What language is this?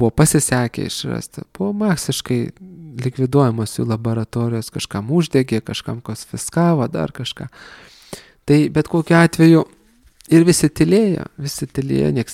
Lithuanian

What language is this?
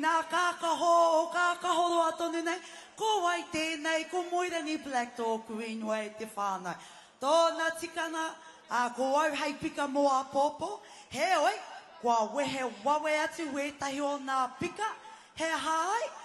Māori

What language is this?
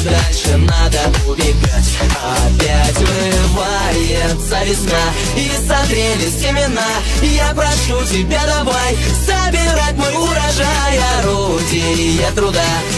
Russian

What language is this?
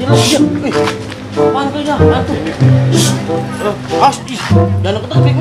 Betawi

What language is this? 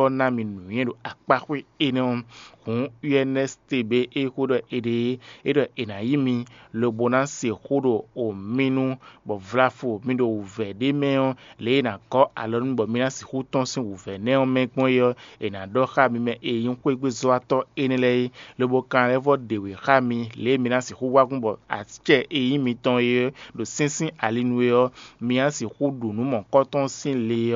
Fon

